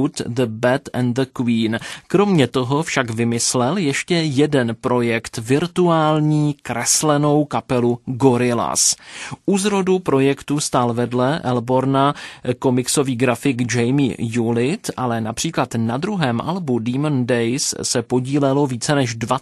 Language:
Czech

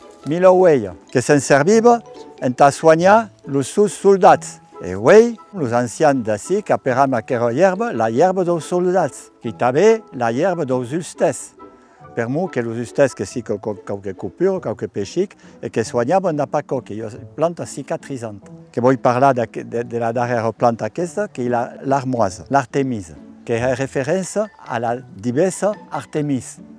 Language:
Occitan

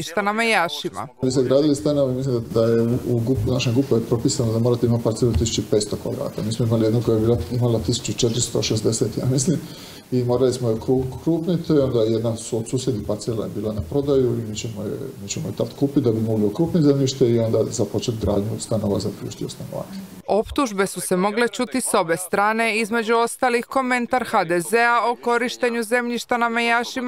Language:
Croatian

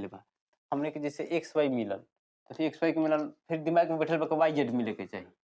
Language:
Bhojpuri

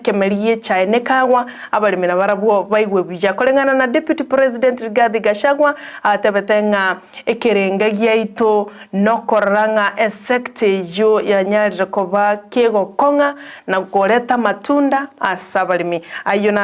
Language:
Gusii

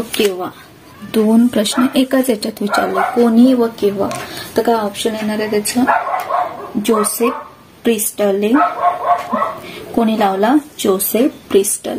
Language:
Marathi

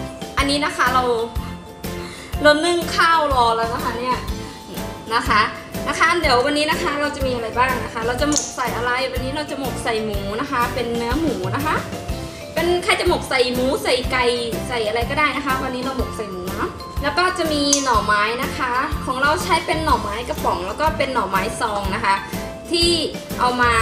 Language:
Thai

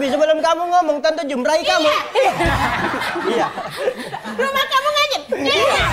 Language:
Musi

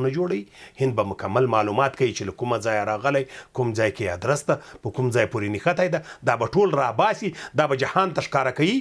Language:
Pashto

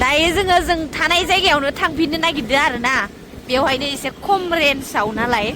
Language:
Bodo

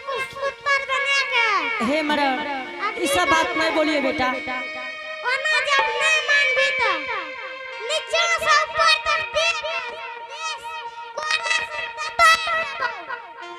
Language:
Angika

